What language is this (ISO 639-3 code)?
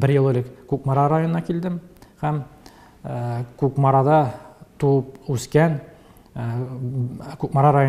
tat